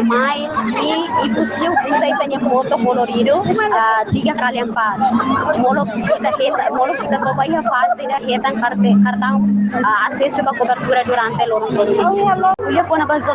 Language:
Tetum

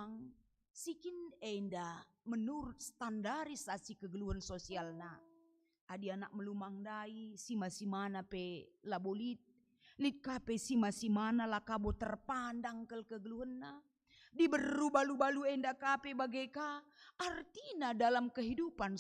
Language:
Batak Karo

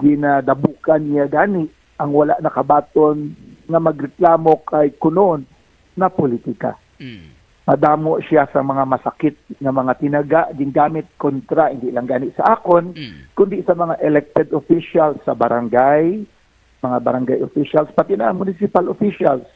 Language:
Hiligaynon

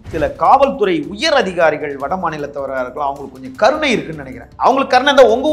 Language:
Tamil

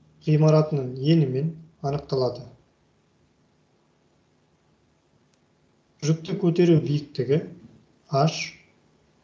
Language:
Kazakh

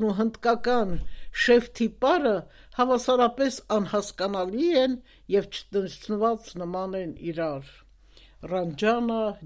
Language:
Armenian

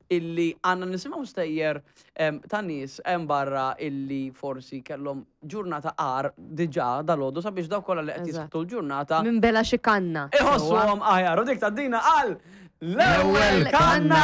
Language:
Maltese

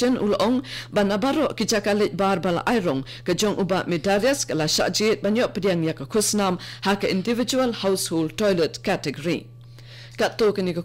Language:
Khasi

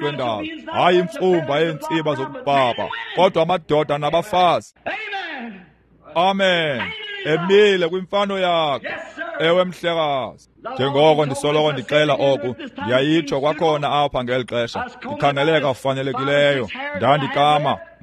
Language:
Xhosa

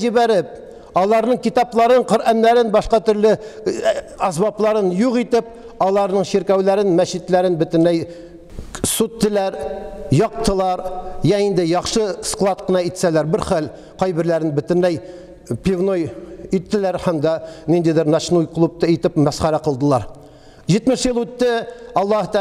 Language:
Tatar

